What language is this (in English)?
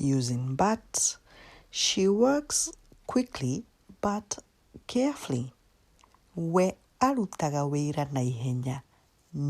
Kikuyu